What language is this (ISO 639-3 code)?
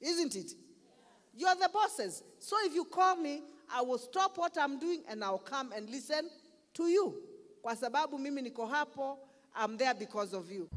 kam